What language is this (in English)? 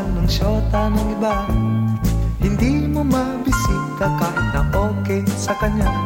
Filipino